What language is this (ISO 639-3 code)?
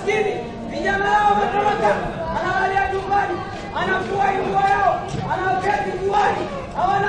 swa